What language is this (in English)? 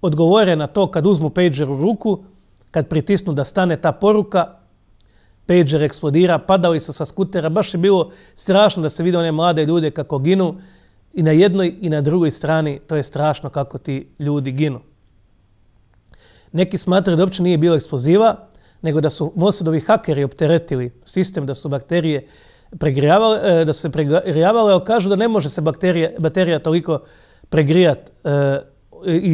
Croatian